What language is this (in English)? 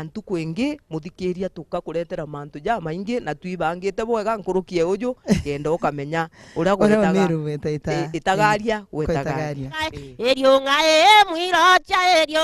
Meru